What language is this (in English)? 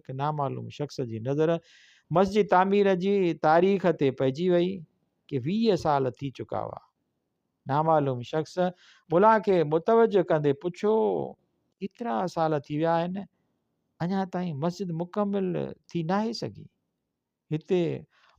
Sindhi